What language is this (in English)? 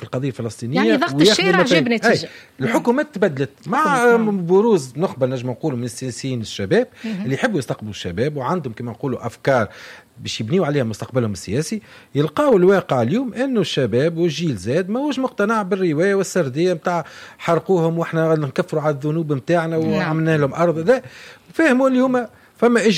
Tunisian Arabic